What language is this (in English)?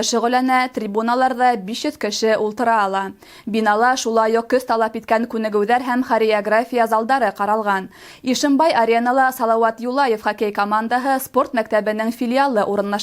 Bashkir